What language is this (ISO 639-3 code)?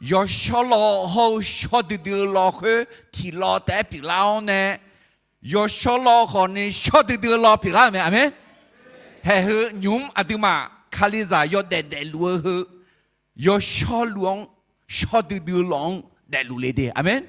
ahk